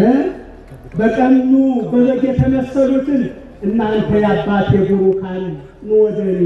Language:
Amharic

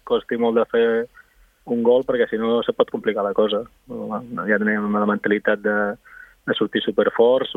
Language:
Catalan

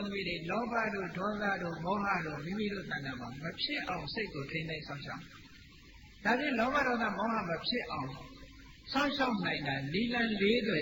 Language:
Burmese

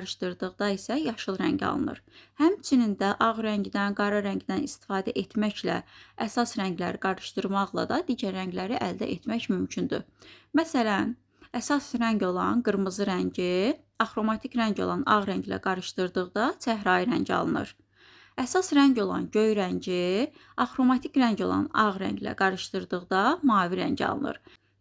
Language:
Azerbaijani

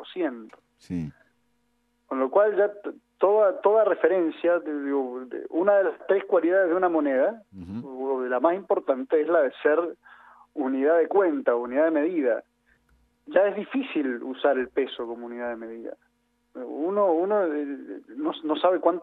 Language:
Spanish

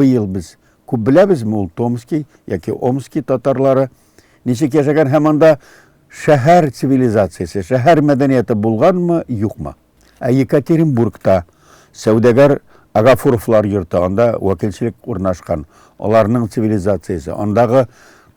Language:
Tatar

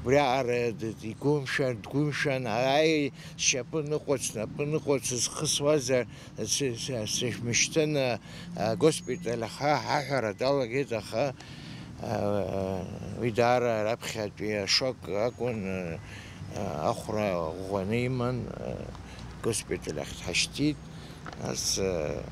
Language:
Abkhazian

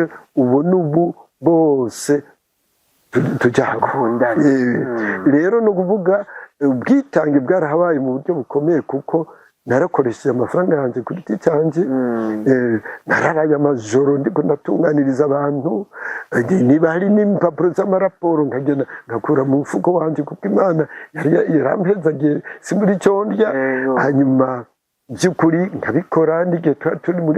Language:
Rundi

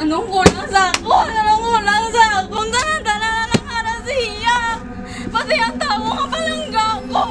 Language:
Hiligaynon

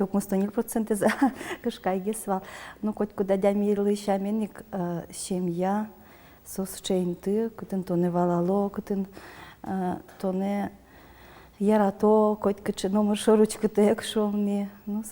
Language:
Udmurt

